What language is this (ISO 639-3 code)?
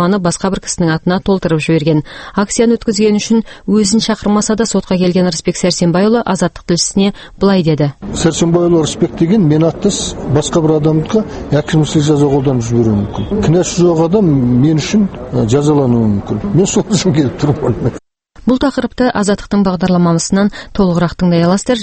kaz